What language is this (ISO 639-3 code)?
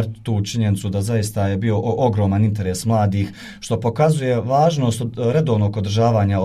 bos